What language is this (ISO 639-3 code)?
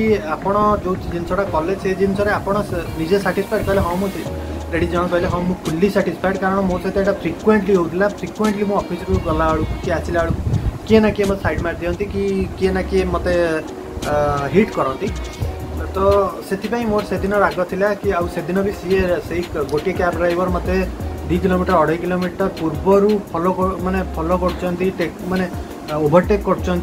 ori